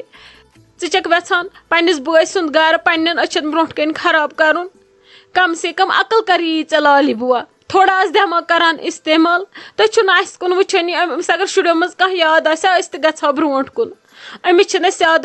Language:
Kashmiri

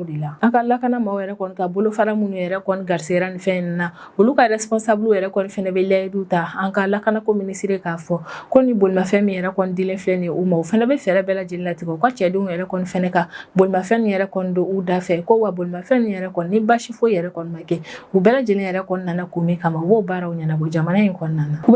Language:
Bambara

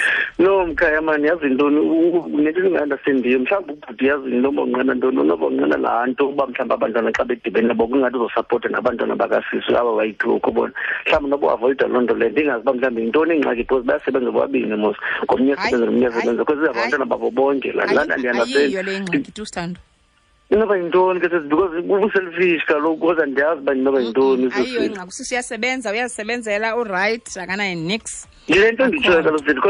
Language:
Xhosa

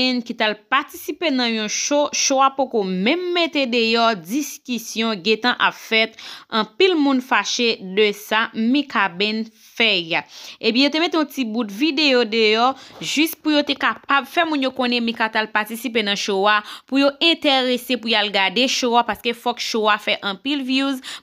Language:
Haitian Creole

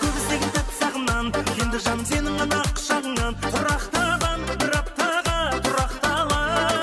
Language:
Kara-Kalpak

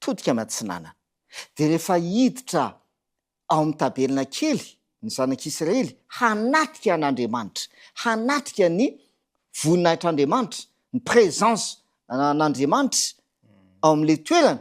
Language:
Malagasy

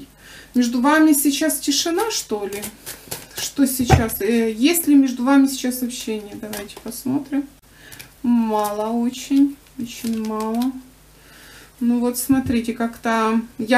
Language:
Russian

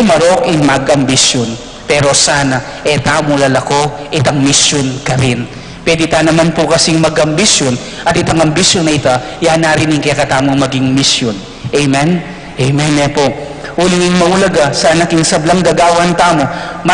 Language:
Pampanga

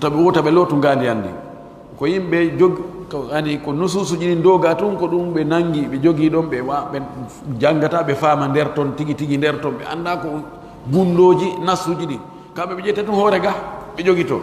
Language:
Pular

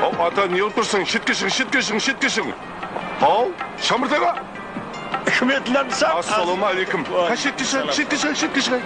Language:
Kara-Kalpak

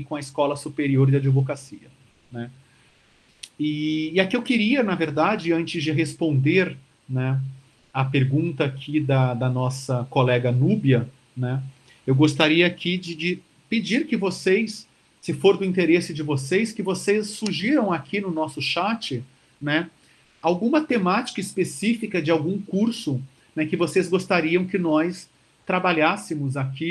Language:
Portuguese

